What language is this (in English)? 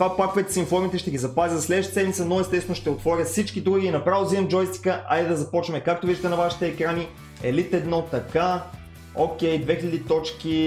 Bulgarian